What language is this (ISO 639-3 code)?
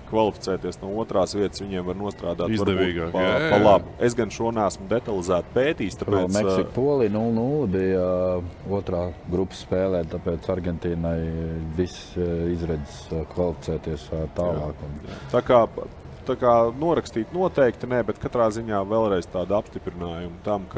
lav